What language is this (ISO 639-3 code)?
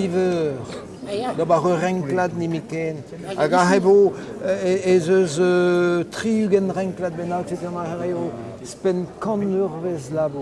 bre